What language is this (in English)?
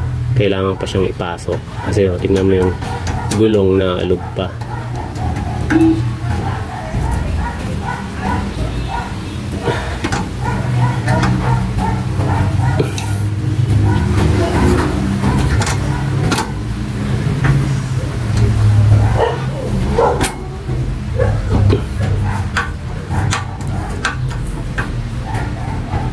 Filipino